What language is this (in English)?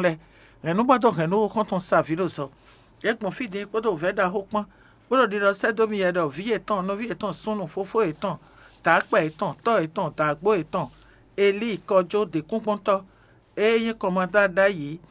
Fon